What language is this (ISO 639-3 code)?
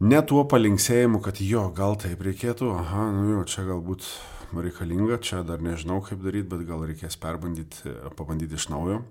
lit